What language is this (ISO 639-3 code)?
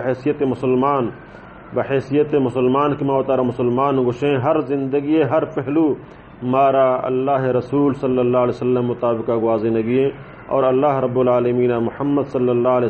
bal